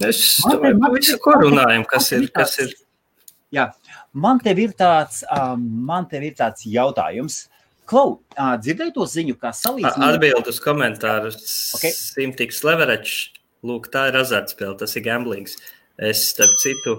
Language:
Latvian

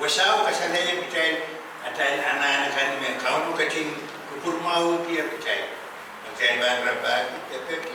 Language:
Pohnpeian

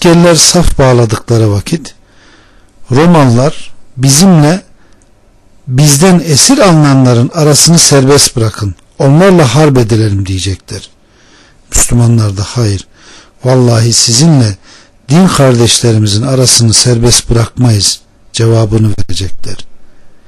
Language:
Turkish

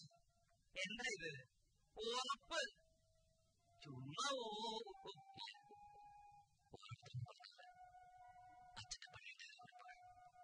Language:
Malayalam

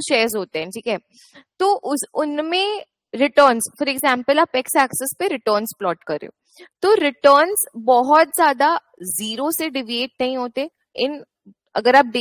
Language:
Hindi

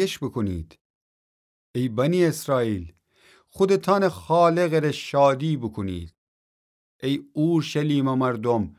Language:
Gilaki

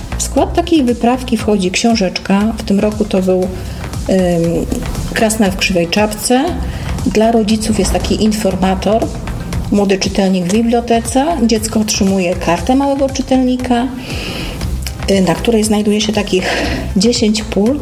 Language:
Polish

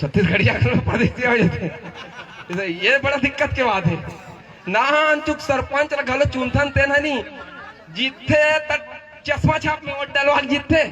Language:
Chhattisgarhi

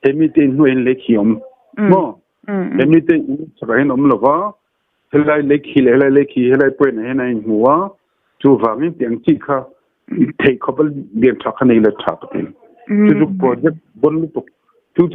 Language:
Mizo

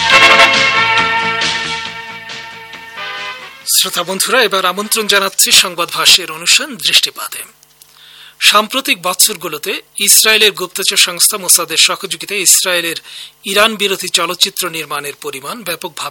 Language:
Bangla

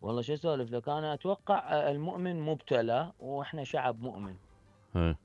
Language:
Mesopotamian Arabic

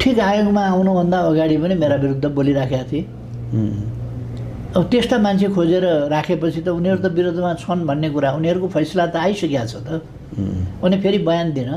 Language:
Nepali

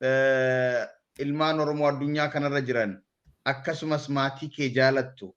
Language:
Oromo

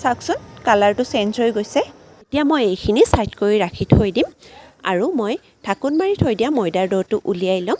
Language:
Assamese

